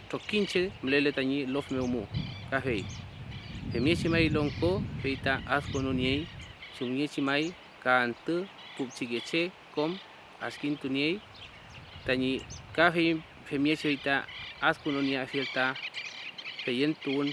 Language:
Mapuche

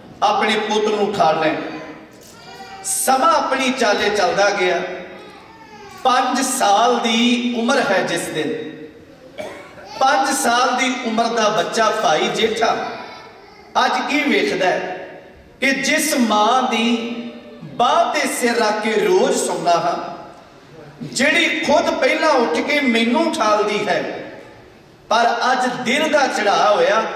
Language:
Punjabi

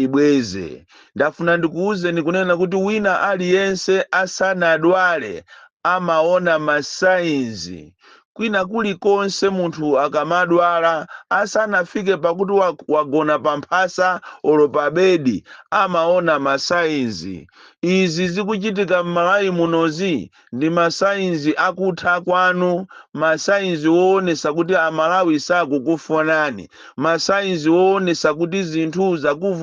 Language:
Nyanja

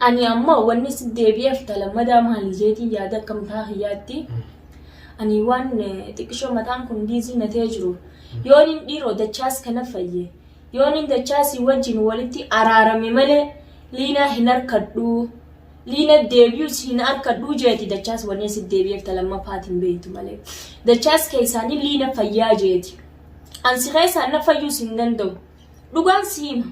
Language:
Oromo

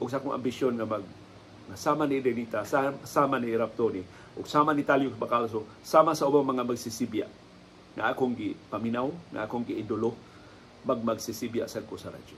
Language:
Cebuano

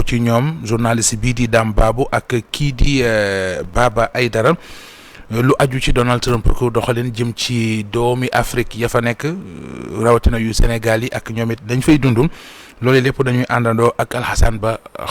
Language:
Wolof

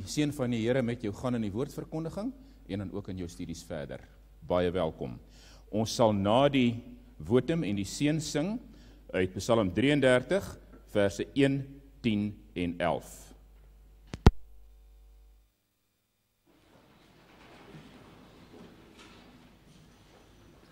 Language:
Afrikaans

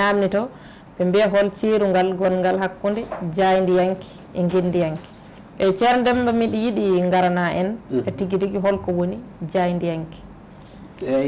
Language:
Fula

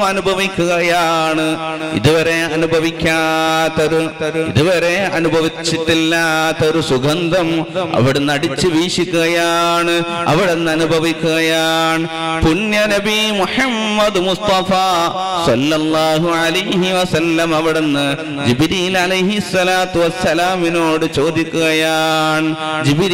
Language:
Malayalam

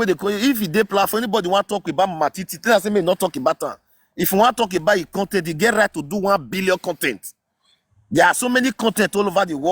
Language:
Nigerian Pidgin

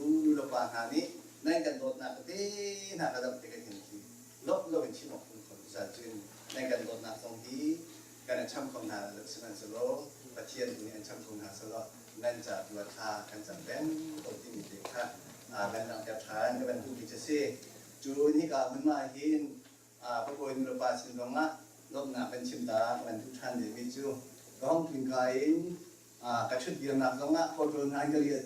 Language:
Hakha Chin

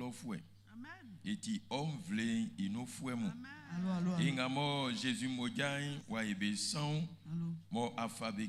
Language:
Baoulé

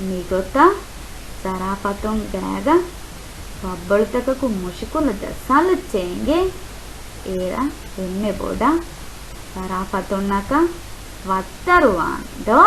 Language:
Divehi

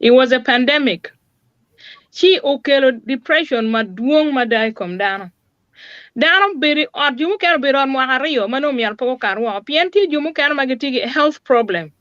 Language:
Acoli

